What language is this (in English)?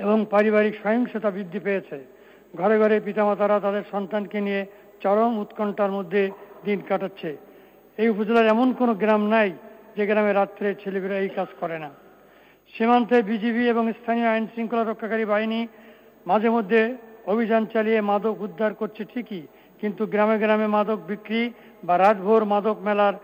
Bangla